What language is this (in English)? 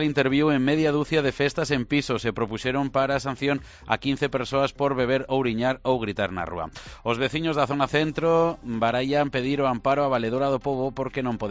Galician